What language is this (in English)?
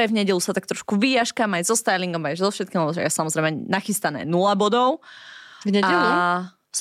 Slovak